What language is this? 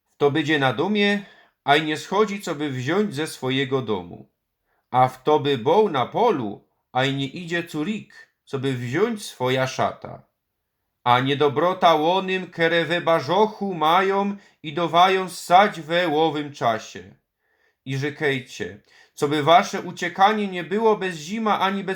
Silesian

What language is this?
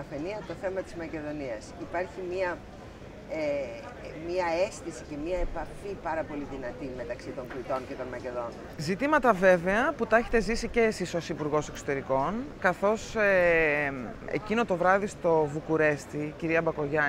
Greek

